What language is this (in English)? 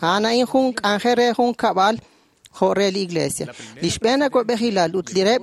Kekchí